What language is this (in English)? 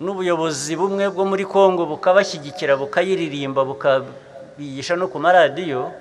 Kinyarwanda